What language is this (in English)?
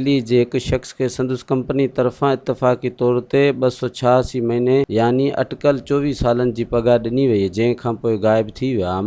Sindhi